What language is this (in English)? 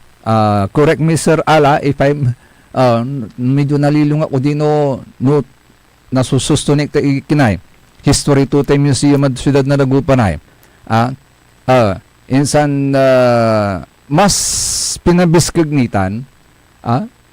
Pangasinan